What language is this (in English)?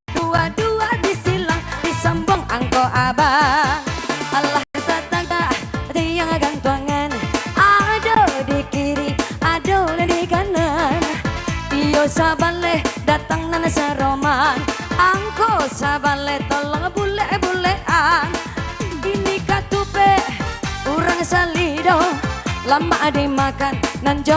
Minangkabau